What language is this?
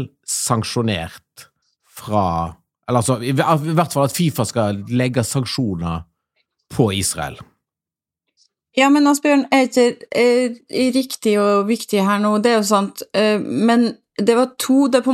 Norwegian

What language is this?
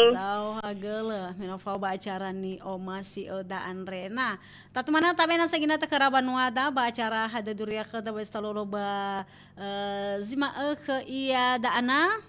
Nias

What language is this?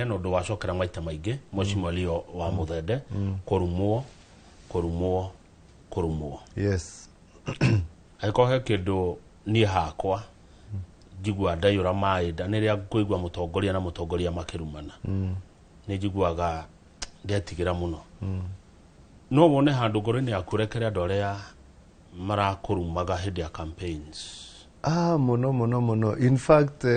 Kikuyu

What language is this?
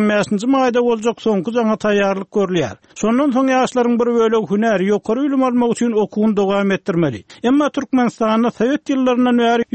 Turkmen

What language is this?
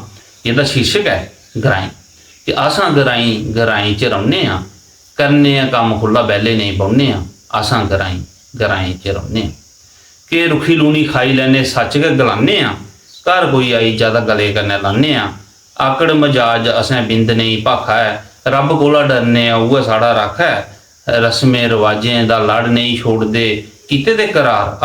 Dogri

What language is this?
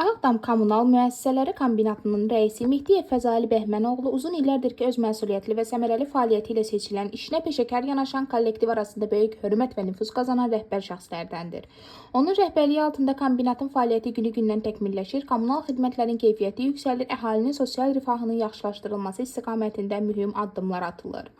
Azerbaijani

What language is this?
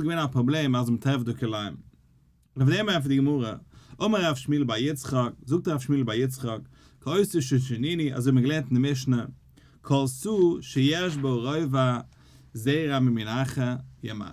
Yiddish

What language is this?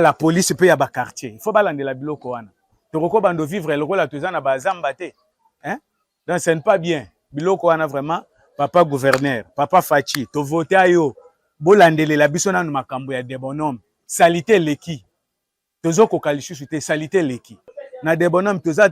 Lingala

